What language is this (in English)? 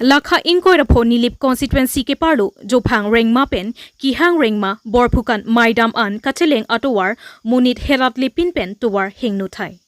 Karbi